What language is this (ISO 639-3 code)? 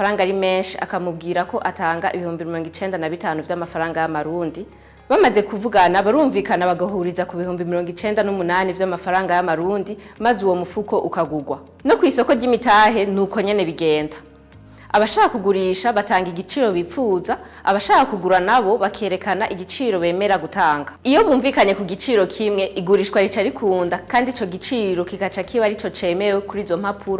run